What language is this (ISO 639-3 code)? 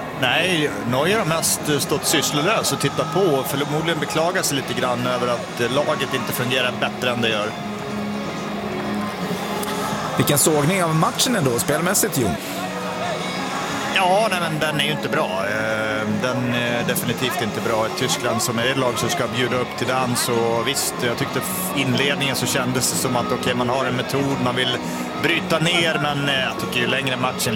swe